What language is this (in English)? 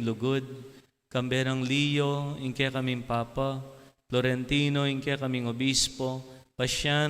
Pampanga